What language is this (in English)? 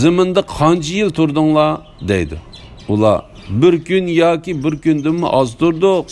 Uyghur